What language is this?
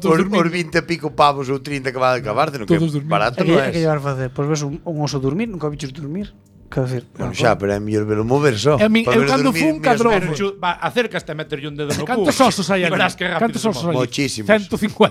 Galician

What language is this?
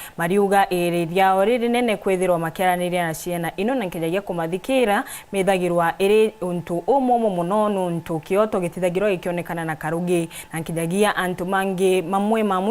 Meru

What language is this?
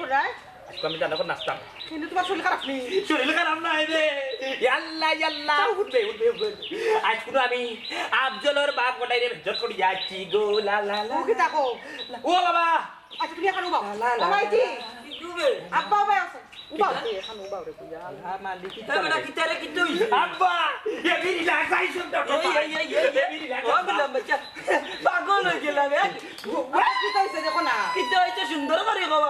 Sylheti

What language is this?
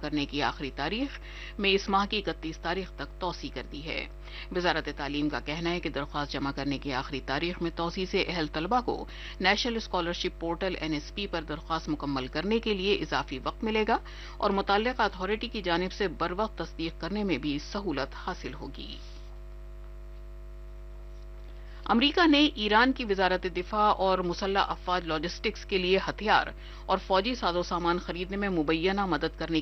Urdu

